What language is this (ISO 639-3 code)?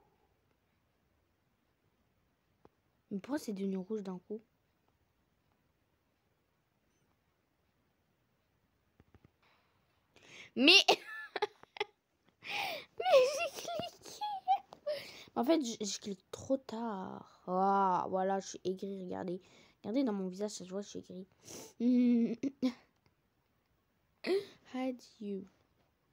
fra